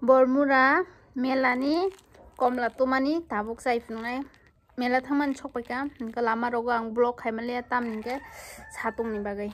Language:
Kok Borok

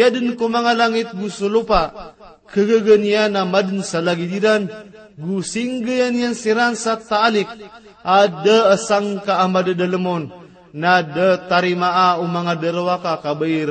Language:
Maranao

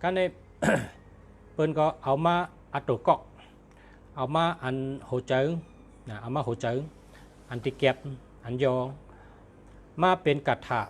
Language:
Shan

